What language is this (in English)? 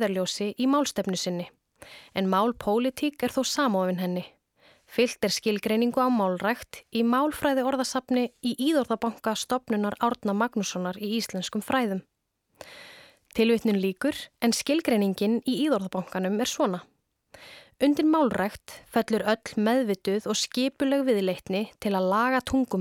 Icelandic